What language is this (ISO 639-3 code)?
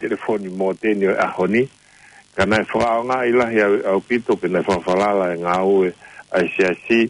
ton